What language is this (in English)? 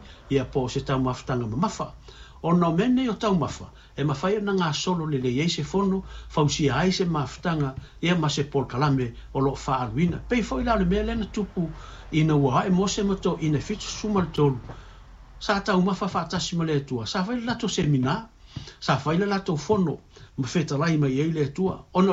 Samoan